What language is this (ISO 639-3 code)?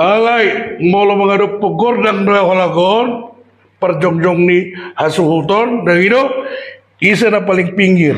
bbc